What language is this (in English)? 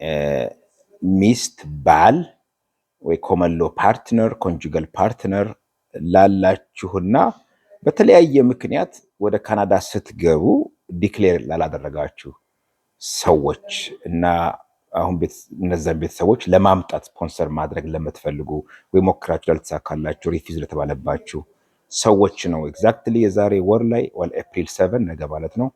Amharic